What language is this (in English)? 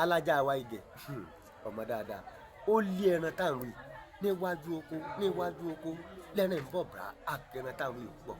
Yoruba